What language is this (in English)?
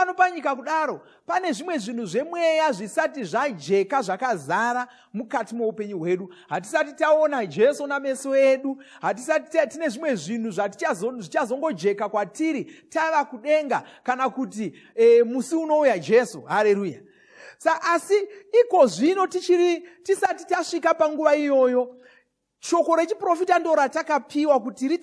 Shona